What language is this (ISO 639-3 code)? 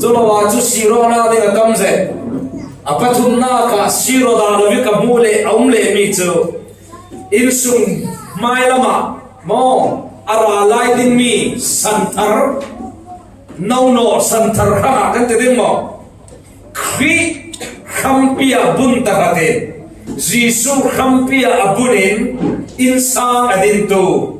cfm